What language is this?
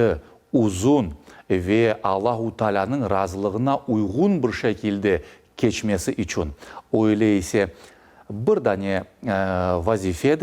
Crimean Tatar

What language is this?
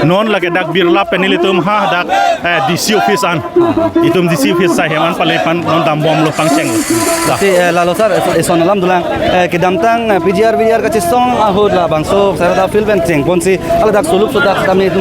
Karbi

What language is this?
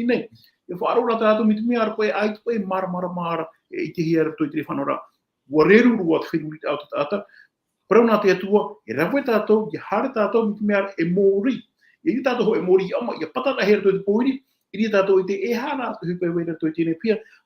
Tahitian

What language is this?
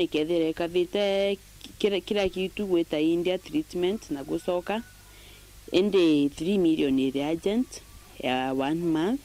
Meru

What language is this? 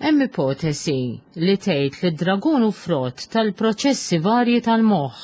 Maltese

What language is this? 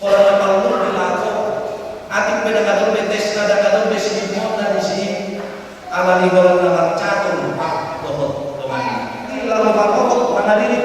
Batak Toba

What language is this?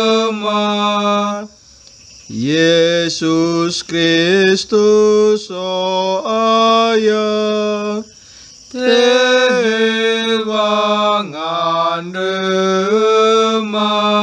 Nias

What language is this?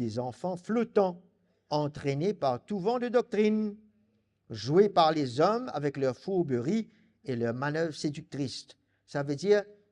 Morisyen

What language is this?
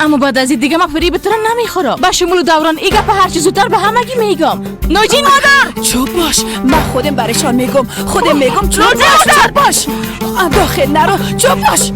Persian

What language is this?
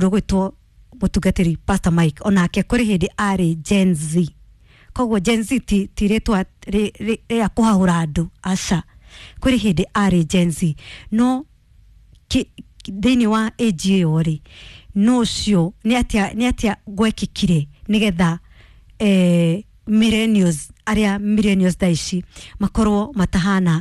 Kikuyu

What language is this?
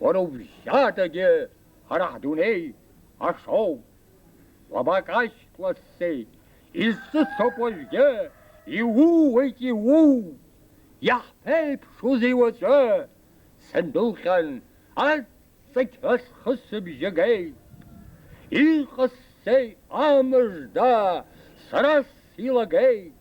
Abkhazian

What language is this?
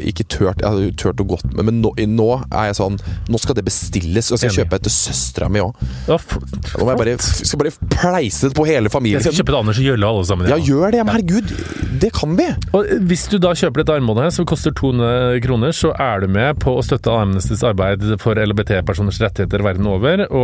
Norwegian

